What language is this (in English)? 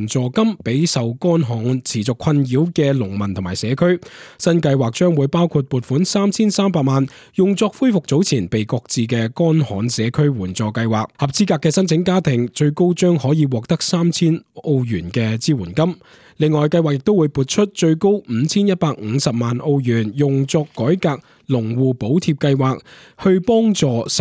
Cantonese